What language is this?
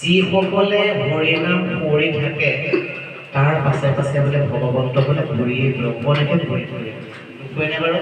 Assamese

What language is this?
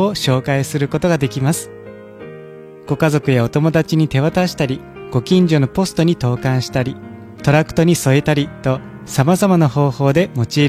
Japanese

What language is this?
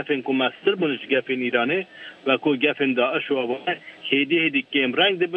Kurdish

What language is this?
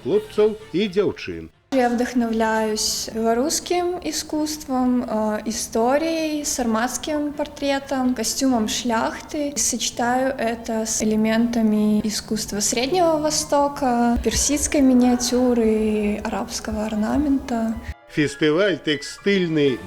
Belarusian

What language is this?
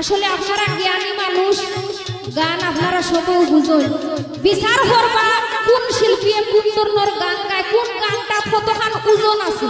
Sylheti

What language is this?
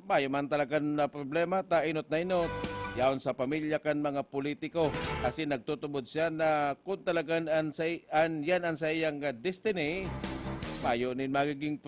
Bikol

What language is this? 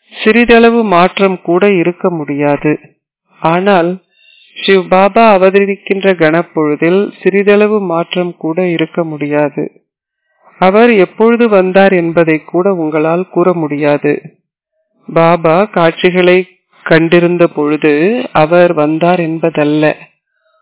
Tamil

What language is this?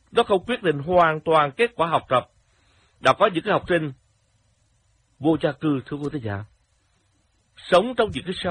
Vietnamese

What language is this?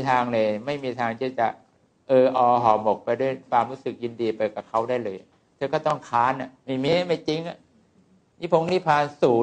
Thai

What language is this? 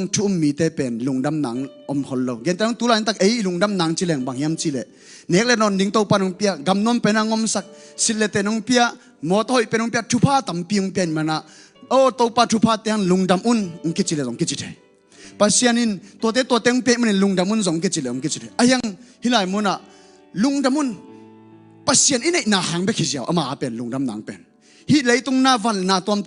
Tedim Chin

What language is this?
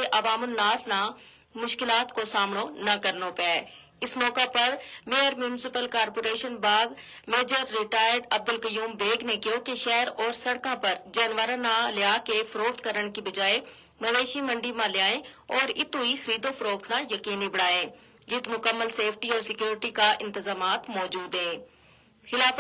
Gujari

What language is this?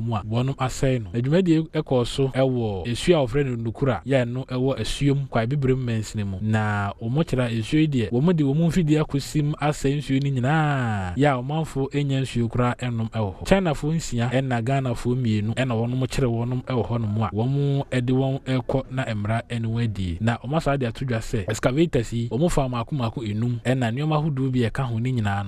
Akan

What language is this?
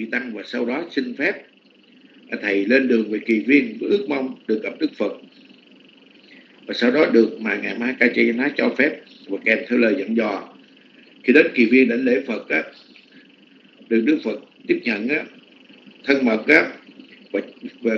Vietnamese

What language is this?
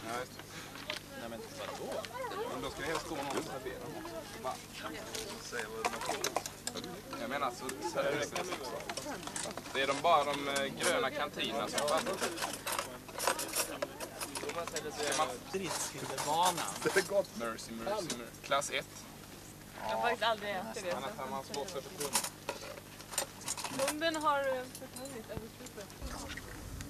Swedish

